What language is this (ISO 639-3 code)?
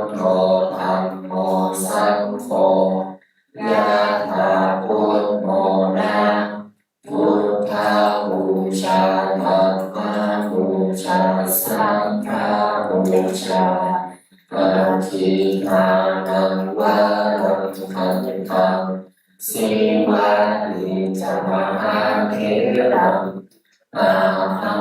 pli